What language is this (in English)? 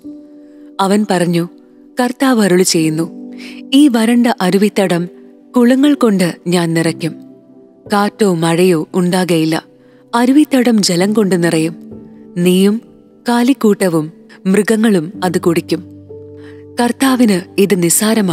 Malayalam